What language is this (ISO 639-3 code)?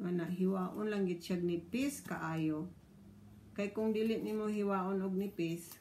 ceb